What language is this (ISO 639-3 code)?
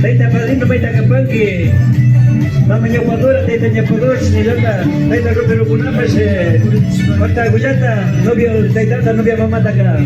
qvi